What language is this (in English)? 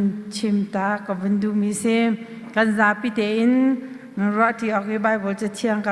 Hakha Chin